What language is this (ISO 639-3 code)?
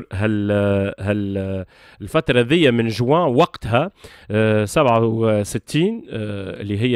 aeb